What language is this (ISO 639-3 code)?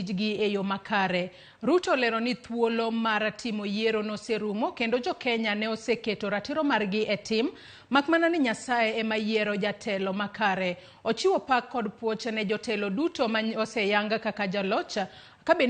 luo